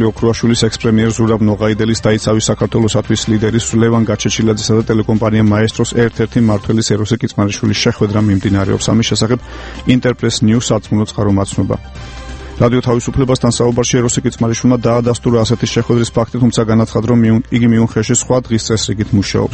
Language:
Georgian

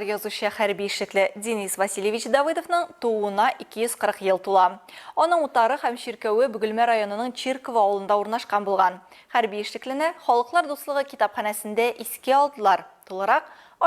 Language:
Tatar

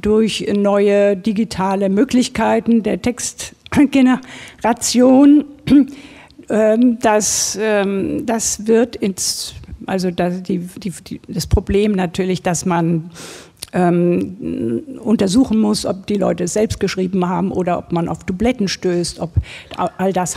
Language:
German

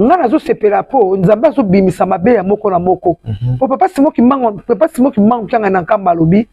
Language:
Lingala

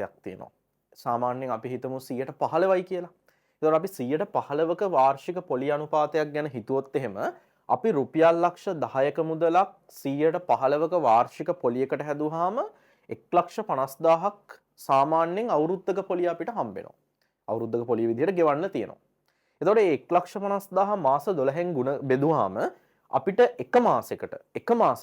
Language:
Sinhala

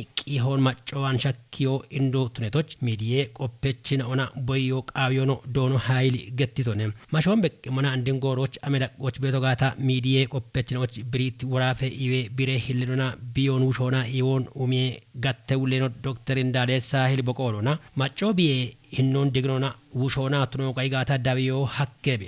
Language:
Kafa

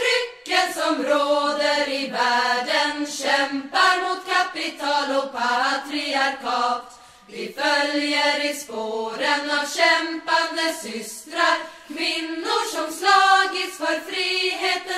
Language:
Swedish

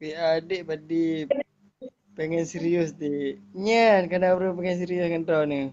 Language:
Achinese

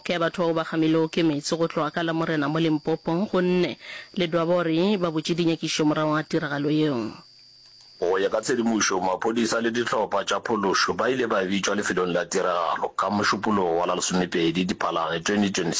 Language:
Northern Sotho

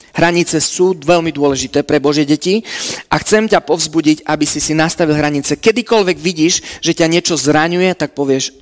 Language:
Slovak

